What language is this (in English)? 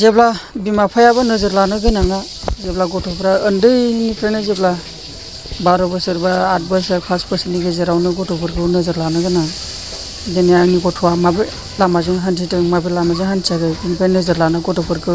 Bodo